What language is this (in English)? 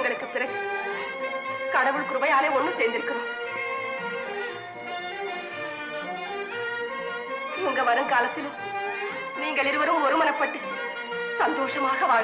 Tamil